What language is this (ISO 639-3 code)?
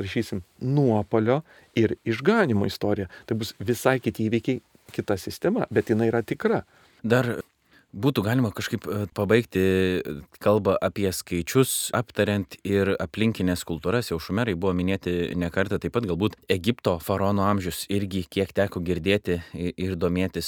lit